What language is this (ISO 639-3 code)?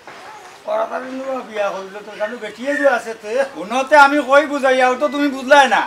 syl